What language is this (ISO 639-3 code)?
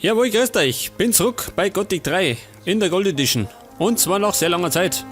bar